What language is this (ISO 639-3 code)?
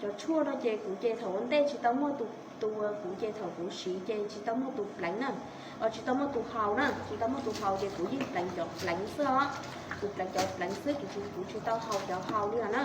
hmn